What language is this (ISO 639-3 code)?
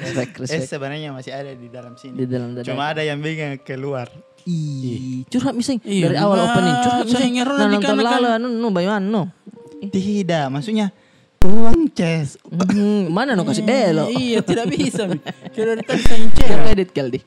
mfp